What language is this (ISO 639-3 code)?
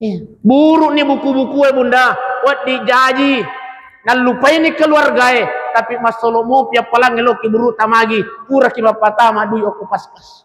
bug